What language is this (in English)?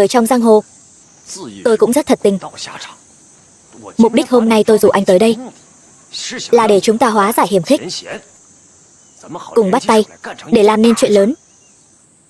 Vietnamese